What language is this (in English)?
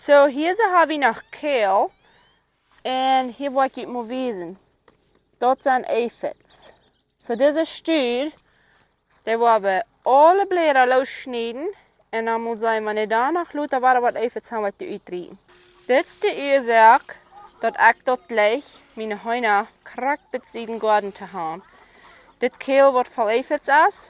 Plautdietsch